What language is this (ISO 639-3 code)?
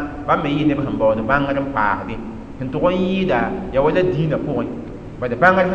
mos